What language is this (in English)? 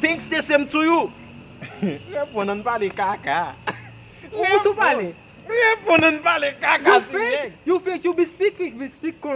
Jamaican Creole English